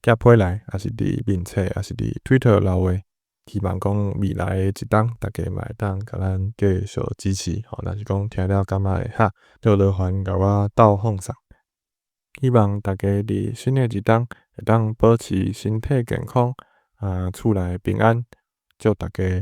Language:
Min Nan Chinese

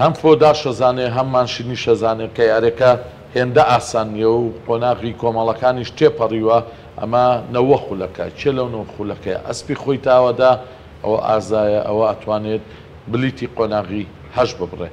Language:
Central Kurdish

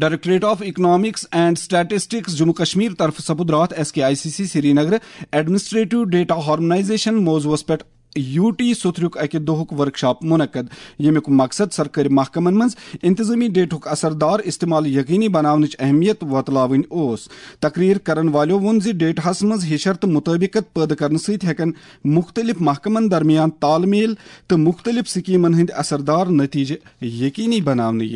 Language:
Kashmiri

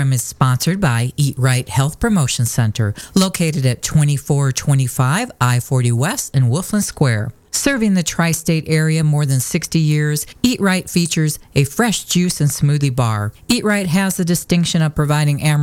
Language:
English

